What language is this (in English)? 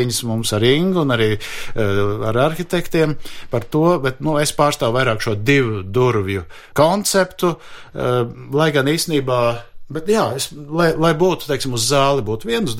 Latvian